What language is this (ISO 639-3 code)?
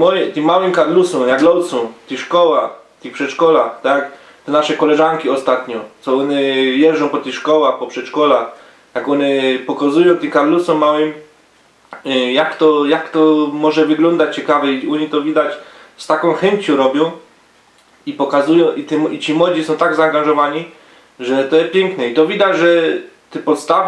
szl